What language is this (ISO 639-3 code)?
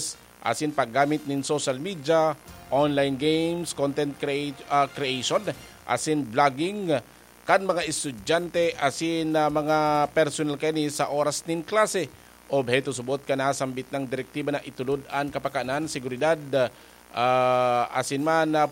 bik